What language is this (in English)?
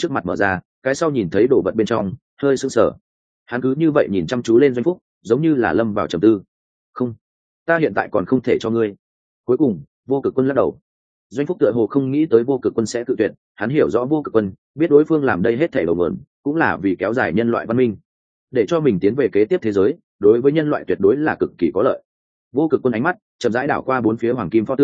Vietnamese